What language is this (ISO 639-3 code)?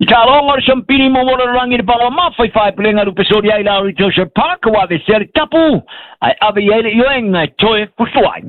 smo